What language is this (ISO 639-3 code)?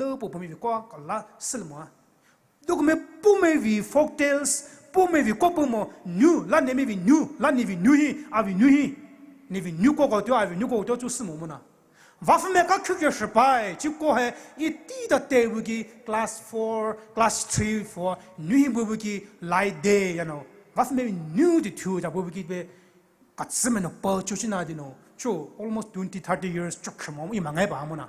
pmx